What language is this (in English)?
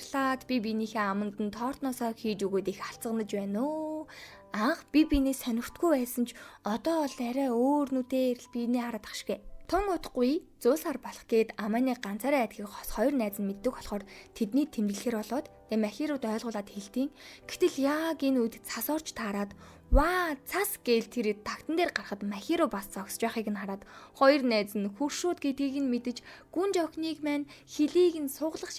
Mongolian